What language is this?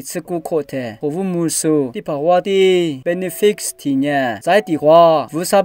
Lisu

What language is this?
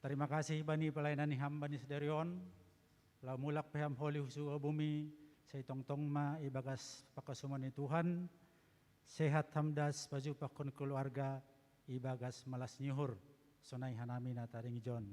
Batak Simalungun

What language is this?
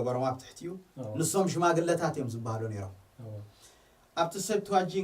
Tigrinya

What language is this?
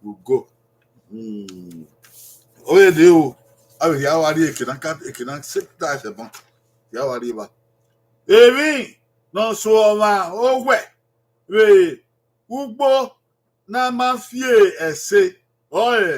Bini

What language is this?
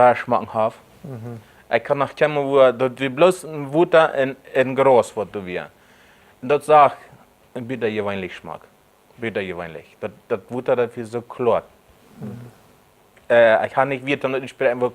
Plautdietsch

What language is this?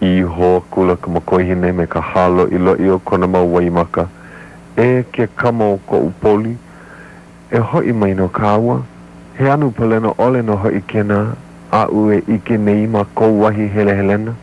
Hawaiian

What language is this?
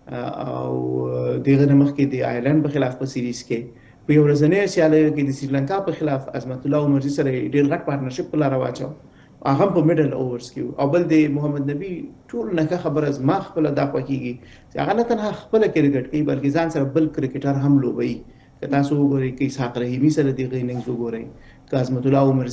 Pashto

